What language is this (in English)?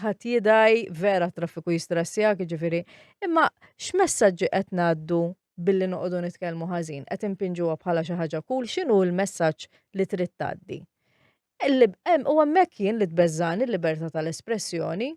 Maltese